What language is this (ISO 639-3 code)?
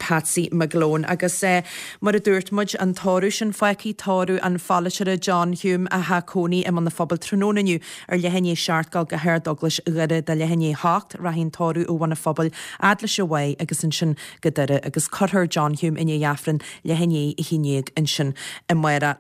gle